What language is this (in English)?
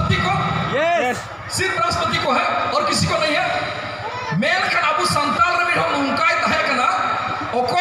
Santali